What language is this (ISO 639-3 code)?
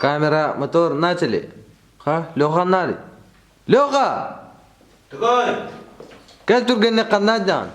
sah